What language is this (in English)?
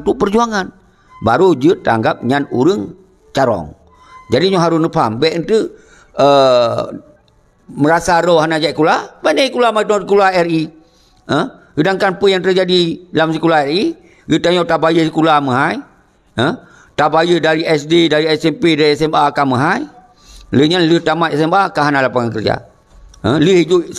Achinese